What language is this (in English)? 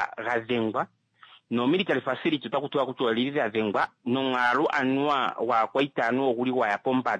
Kuanyama